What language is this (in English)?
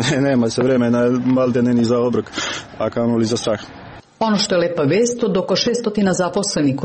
Serbian